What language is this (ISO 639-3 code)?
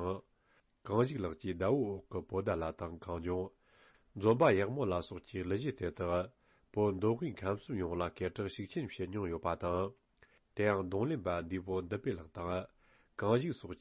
bod